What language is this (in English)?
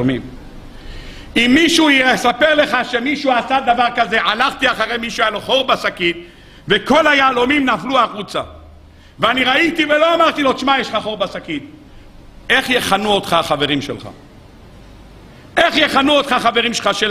Hebrew